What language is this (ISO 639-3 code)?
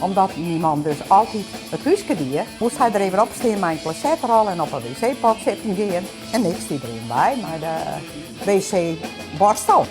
fry